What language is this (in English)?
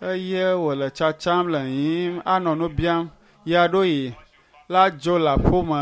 Ewe